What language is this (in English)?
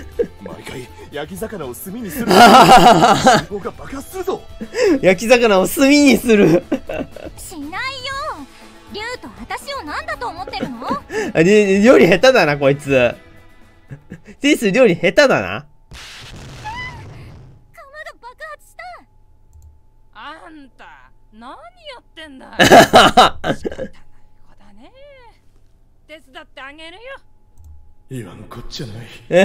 Japanese